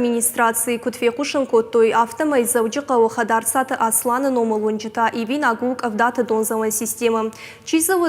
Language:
Ossetic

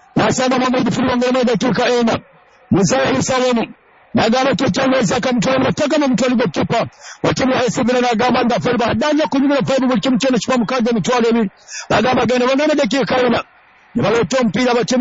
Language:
Swahili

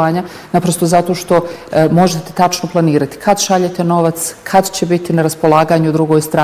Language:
Bosnian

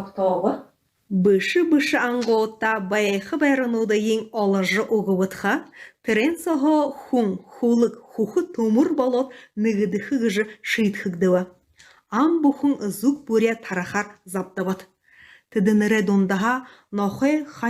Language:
Buriat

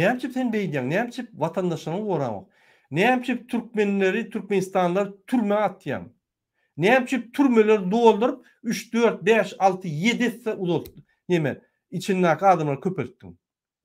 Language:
Turkmen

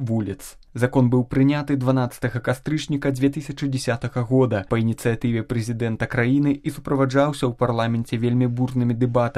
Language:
Belarusian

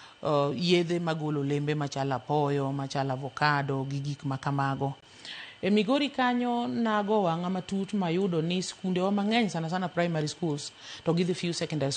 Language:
Luo (Kenya and Tanzania)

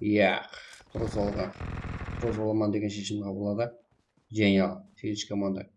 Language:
Kara-Kalpak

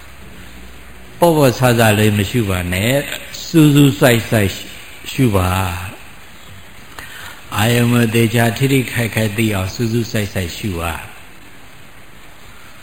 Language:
Burmese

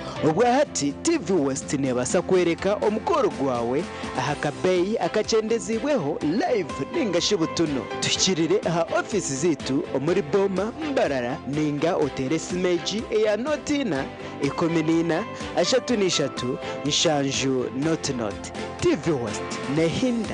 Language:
Nyankole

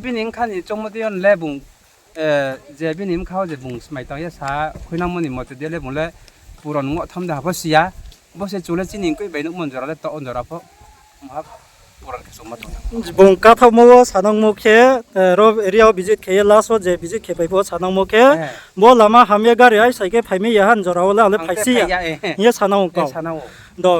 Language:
Riang (India)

